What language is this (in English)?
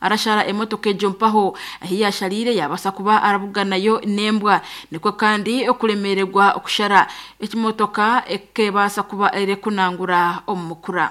Nyankole